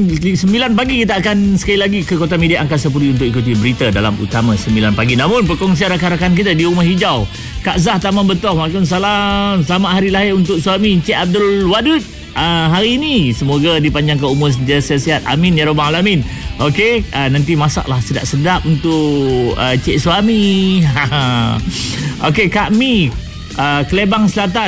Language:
Malay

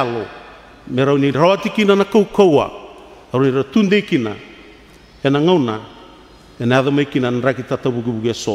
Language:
Fijian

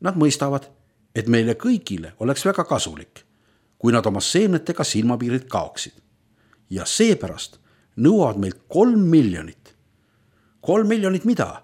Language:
Estonian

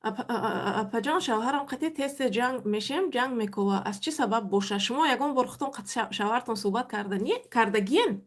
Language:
Tajik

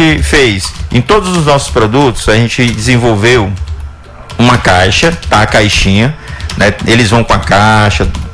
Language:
Portuguese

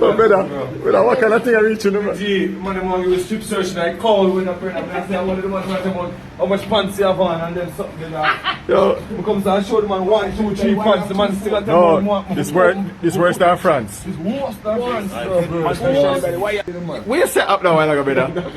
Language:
Jamaican Creole English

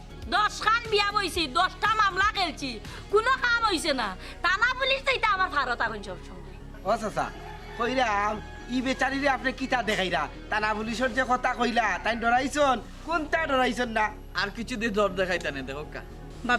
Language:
Sylheti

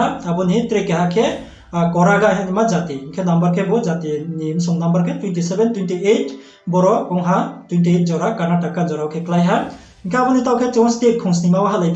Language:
Riang (India)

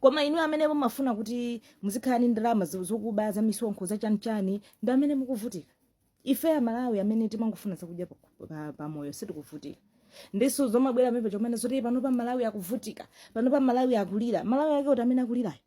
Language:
Nyanja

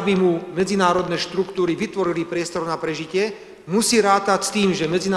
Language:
Slovak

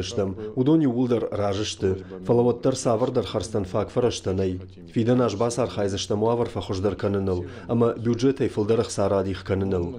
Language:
Ossetic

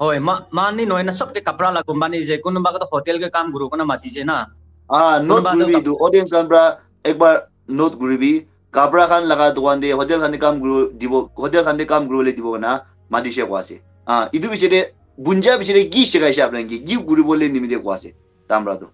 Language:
Naga Pidgin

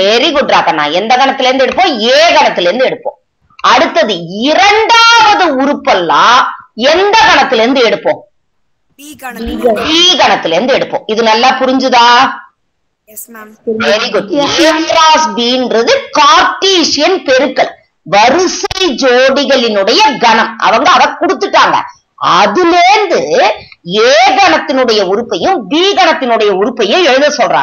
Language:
Tamil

